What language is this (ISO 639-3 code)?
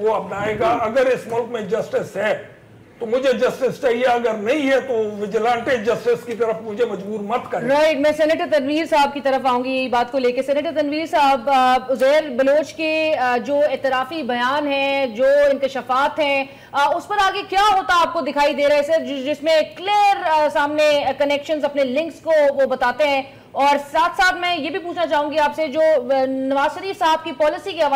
urd